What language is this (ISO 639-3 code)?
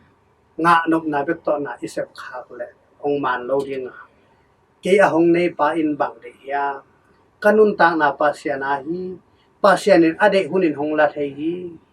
ctd